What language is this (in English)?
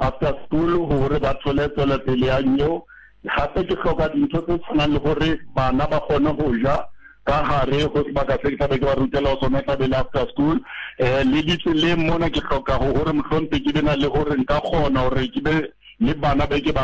Southern Sotho